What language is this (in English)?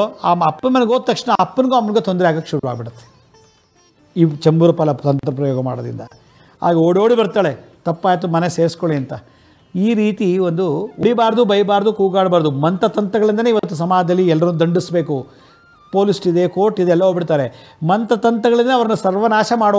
Kannada